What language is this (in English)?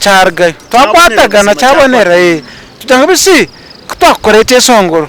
Nyankole